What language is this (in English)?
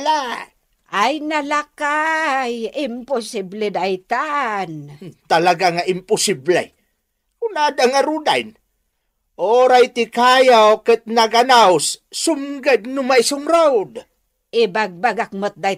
Iloko